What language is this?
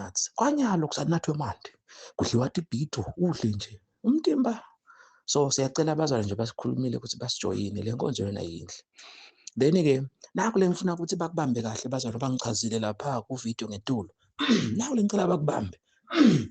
Zulu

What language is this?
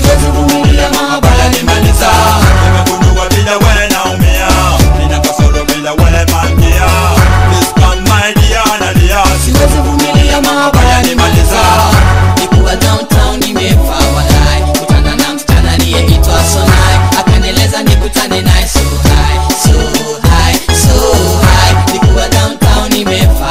Swahili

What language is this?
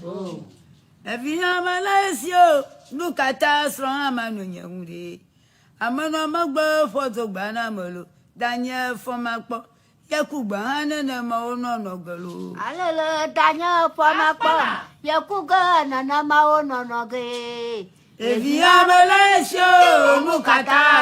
Ewe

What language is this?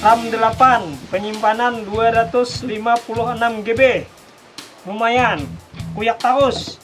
Banjar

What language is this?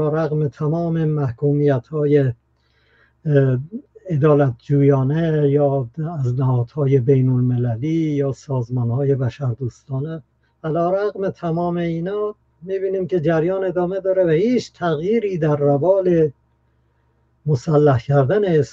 Persian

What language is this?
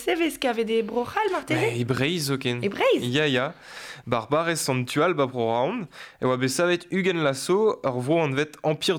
Breton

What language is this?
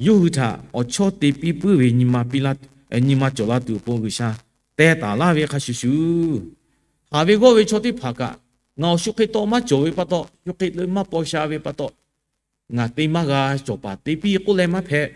Lahu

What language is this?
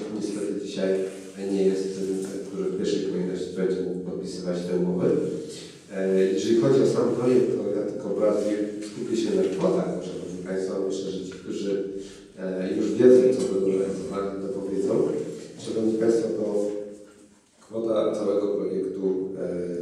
Polish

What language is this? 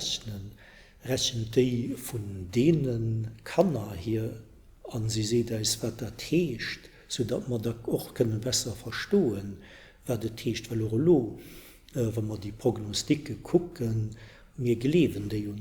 Luxembourgish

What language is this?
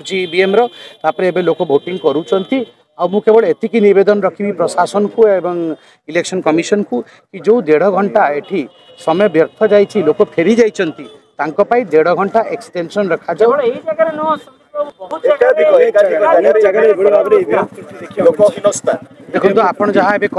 Odia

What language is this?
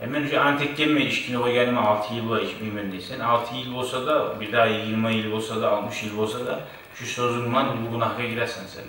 Kumyk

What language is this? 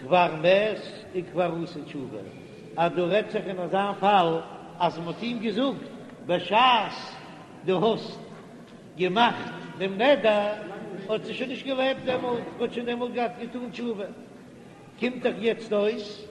Yiddish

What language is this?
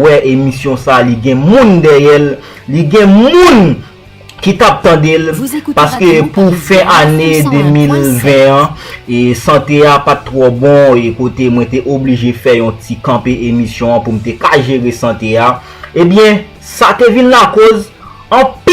Haitian Creole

